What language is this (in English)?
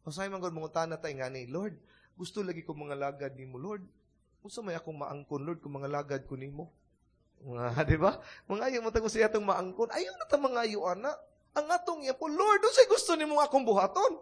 Cebuano